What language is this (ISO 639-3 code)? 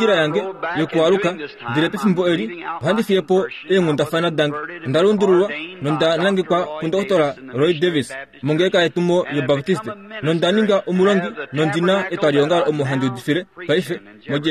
kua